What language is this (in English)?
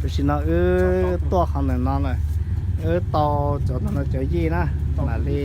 Hmong